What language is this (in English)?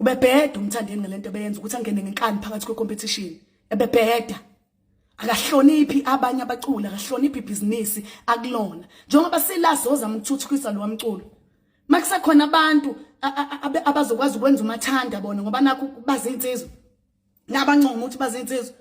Zulu